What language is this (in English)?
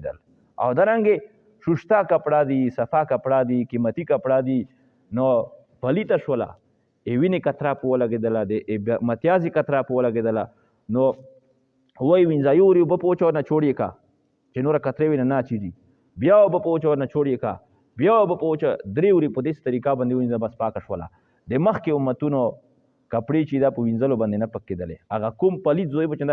Pashto